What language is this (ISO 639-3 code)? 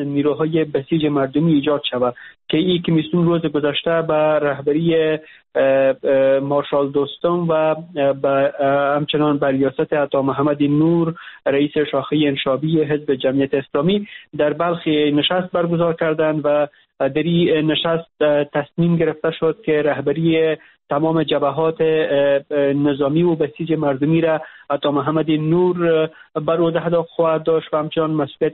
fas